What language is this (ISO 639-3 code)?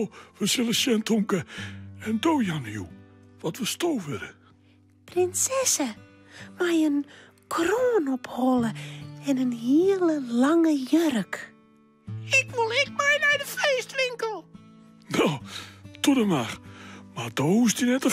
fry